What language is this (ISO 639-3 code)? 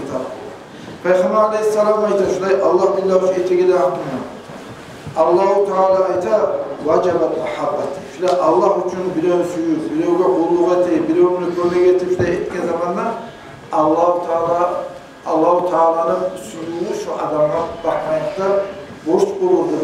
kum